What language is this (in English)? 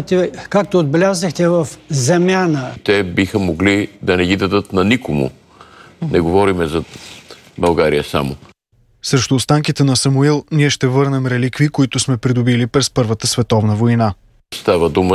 Bulgarian